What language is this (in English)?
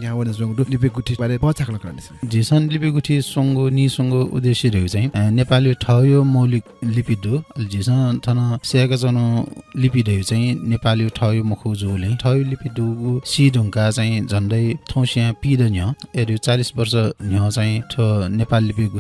Newari